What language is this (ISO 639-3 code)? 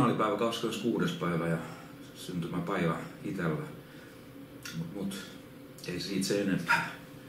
fin